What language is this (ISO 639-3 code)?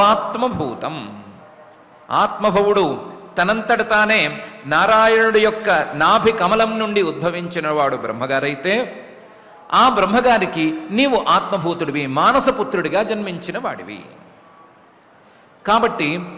tel